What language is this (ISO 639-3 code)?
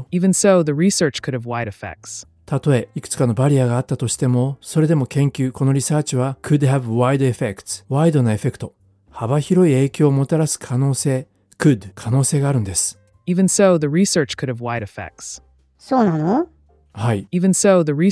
jpn